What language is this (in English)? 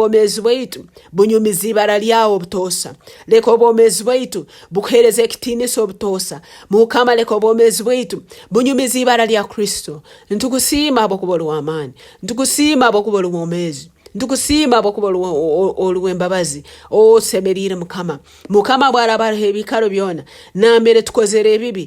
Nyankole